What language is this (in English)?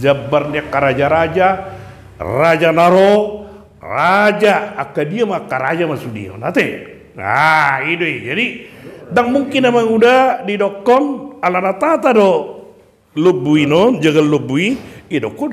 Batak Toba